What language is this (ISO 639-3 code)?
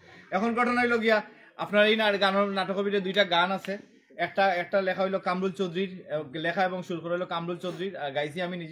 syl